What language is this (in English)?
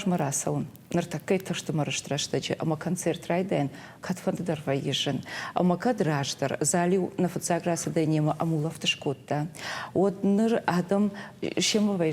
Ossetic